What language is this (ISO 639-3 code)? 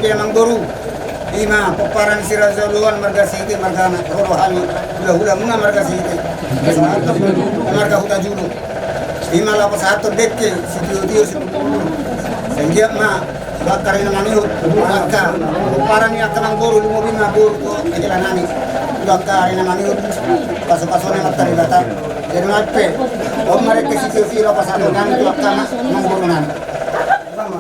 bbc